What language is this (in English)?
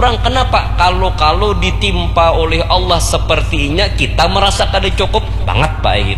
Banjar